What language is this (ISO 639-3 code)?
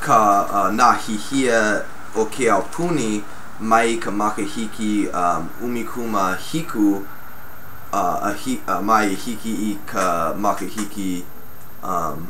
haw